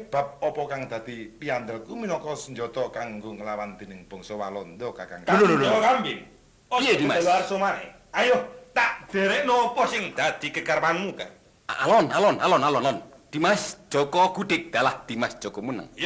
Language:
Javanese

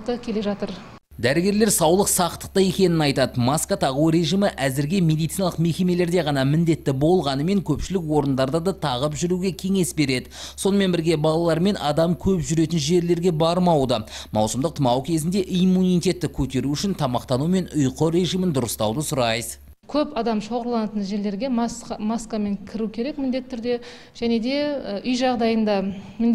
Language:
Kazakh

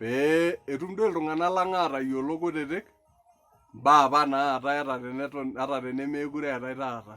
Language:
Masai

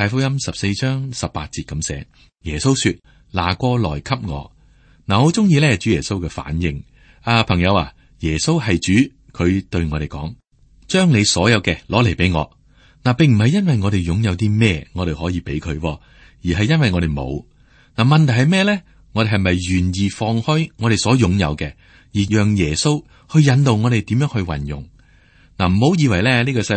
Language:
Cantonese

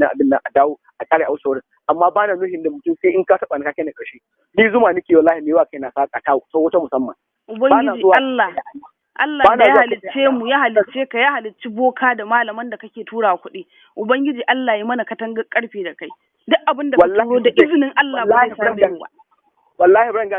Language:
Hausa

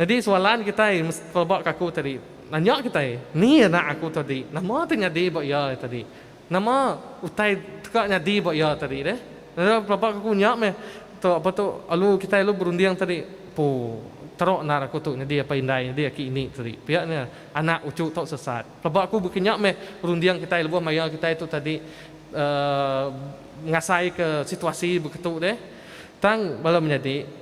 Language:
Iban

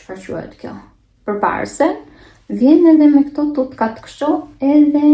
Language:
Albanian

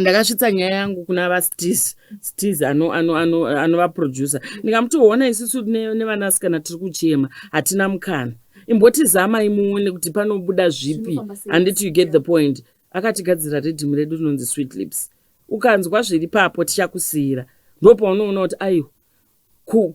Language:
Shona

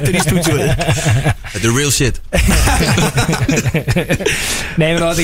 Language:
Icelandic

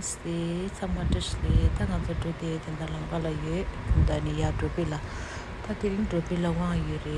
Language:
Tibetan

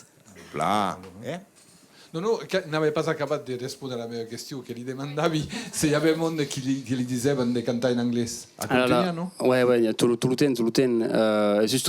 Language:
Occitan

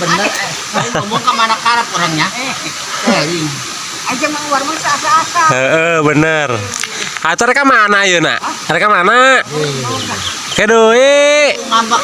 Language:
Sundanese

